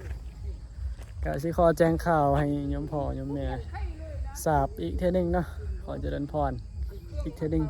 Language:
Northeastern Thai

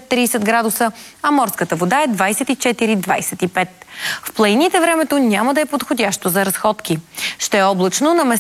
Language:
Bulgarian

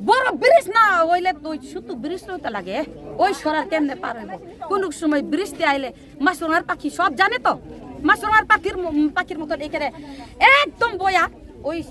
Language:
Kok Borok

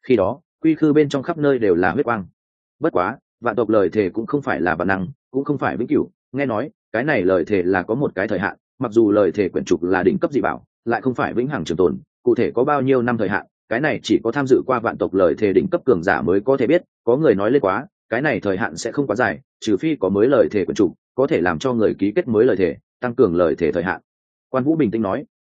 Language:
Vietnamese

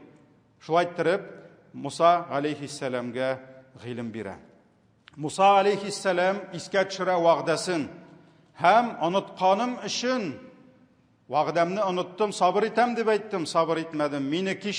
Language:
Tatar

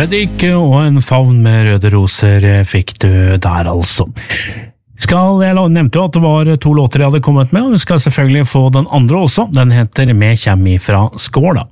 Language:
Norwegian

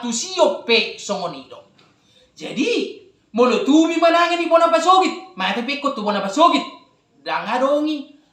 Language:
Batak Toba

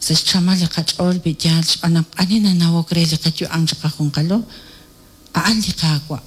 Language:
Kekchí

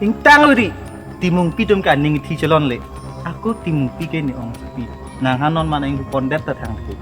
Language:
Karbi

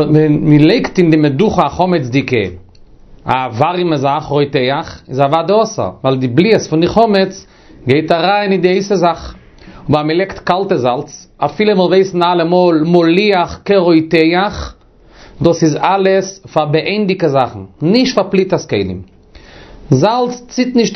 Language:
Yiddish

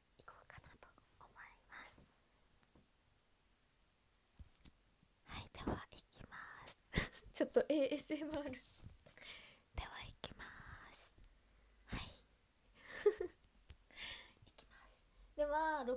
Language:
Japanese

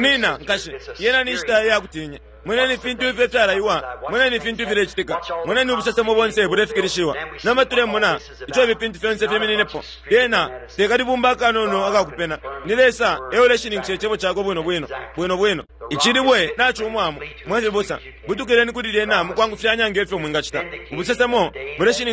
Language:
Bemba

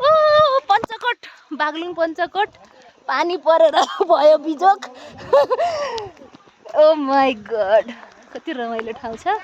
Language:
Nepali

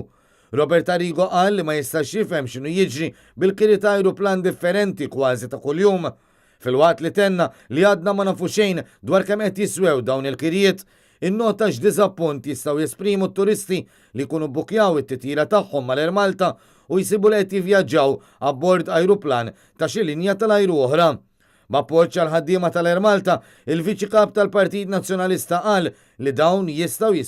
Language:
Maltese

